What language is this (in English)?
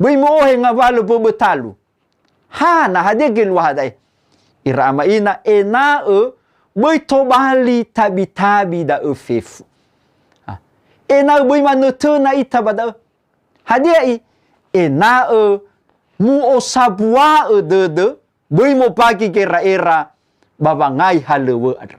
Nias